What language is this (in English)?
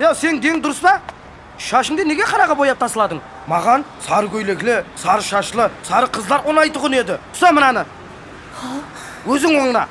Kara-Kalpak